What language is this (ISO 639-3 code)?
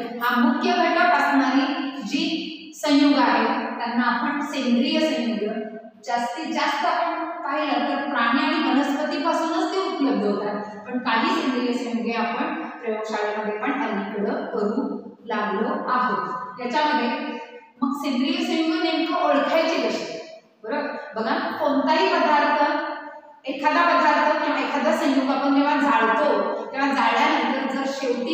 mar